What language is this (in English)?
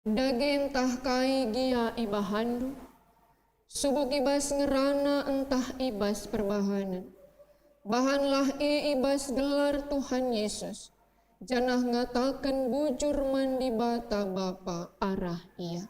Batak Karo